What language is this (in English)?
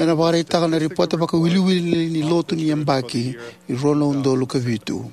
Fijian